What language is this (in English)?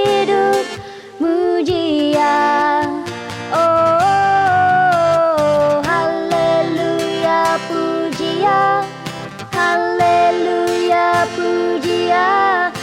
Iban